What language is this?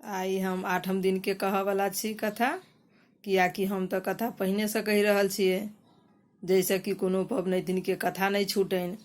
Maithili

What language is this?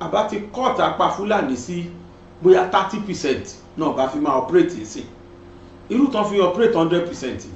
Yoruba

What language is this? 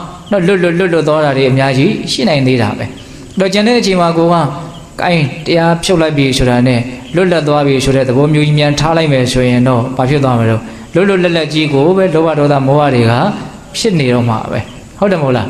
Burmese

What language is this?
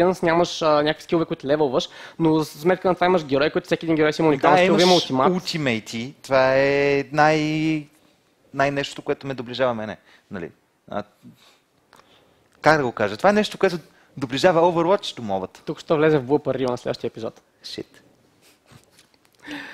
Bulgarian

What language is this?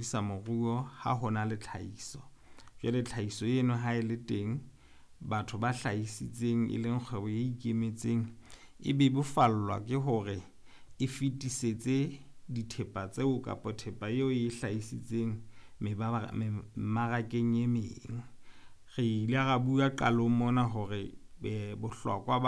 Southern Sotho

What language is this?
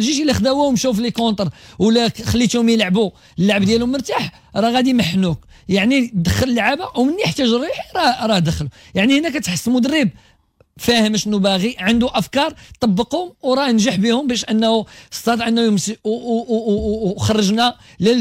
Moroccan Arabic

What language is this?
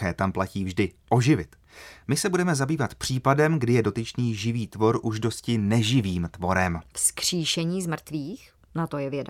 Czech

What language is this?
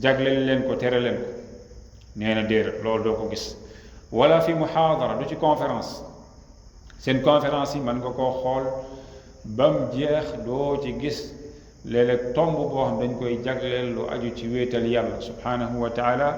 Wolof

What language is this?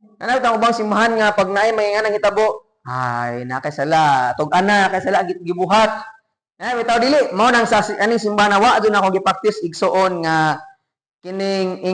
Cebuano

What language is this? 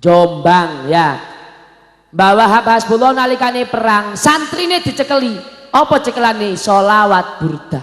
Javanese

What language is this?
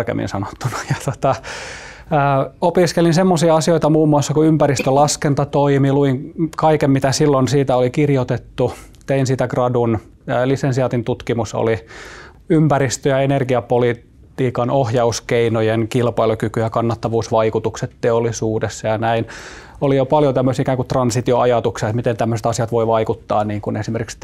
Finnish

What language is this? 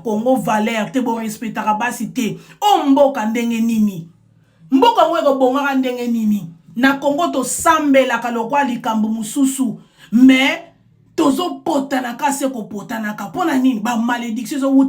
Lingala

